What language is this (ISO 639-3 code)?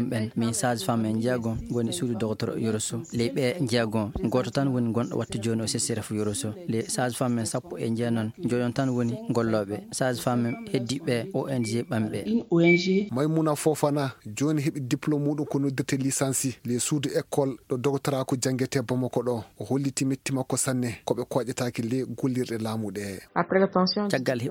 ful